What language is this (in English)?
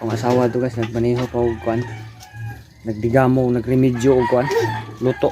Cebuano